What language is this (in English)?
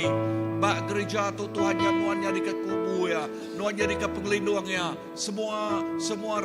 Iban